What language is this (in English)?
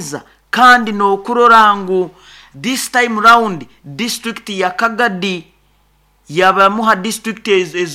Nyoro